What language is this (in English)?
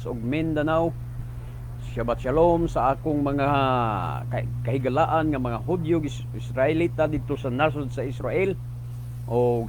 Cebuano